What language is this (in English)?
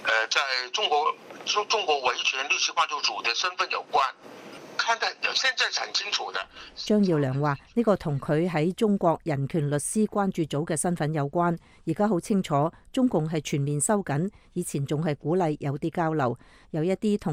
Cantonese